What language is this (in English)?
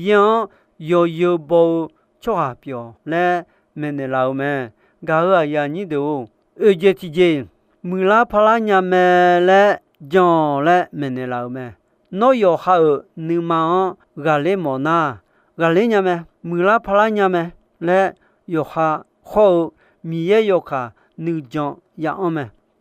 Akha